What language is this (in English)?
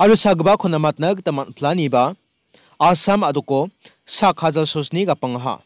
Garo